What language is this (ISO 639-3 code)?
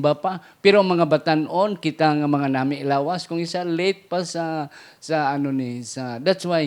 hil